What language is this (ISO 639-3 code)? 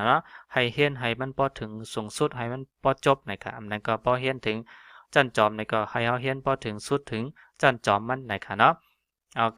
shn